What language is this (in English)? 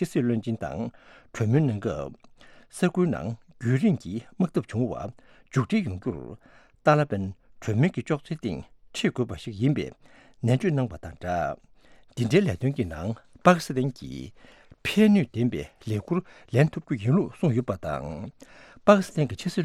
Tibetan